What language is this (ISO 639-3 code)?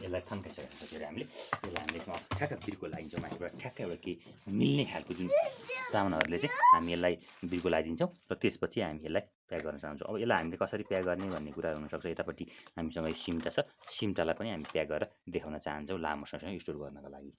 nep